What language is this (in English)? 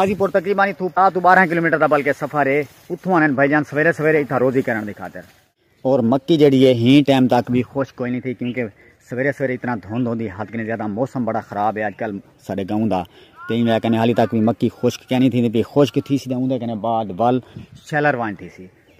Saraiki